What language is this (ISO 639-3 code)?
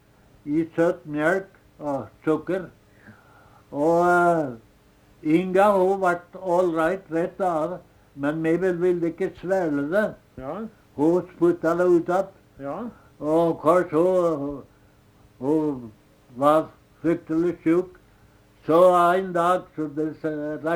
nor